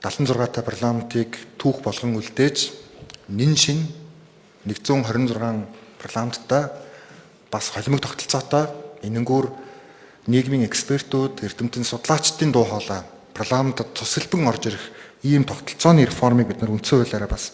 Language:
Mongolian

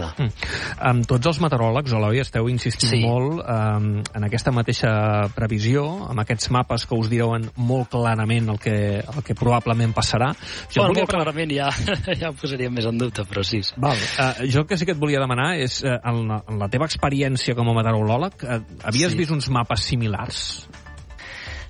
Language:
Catalan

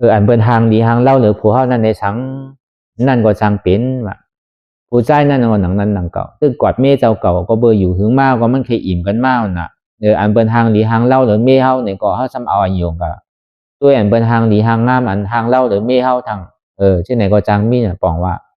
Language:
Shan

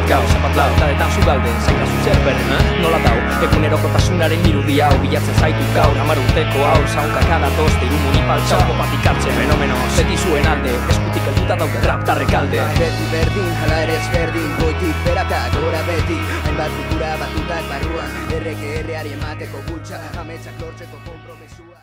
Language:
Basque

